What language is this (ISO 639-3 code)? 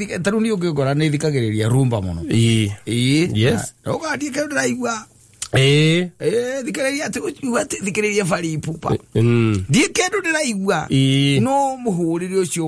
kik